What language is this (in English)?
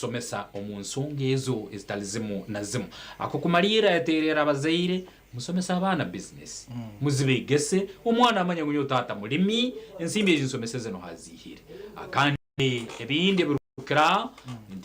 Nyankole